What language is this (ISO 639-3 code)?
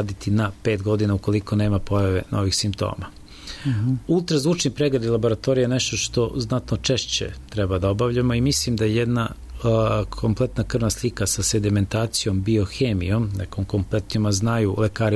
srp